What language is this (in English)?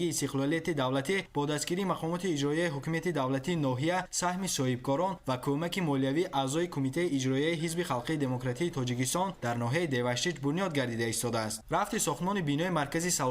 Tajik